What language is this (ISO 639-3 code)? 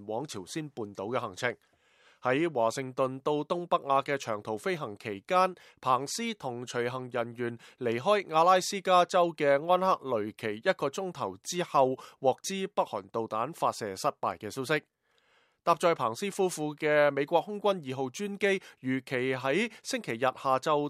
yue